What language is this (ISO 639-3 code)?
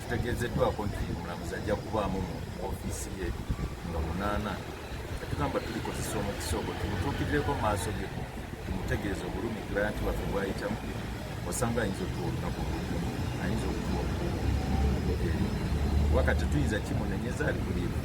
lug